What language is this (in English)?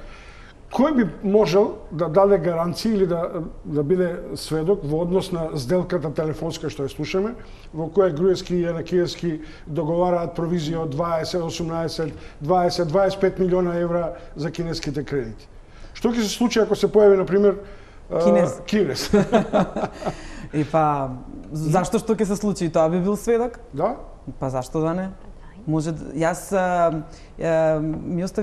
Macedonian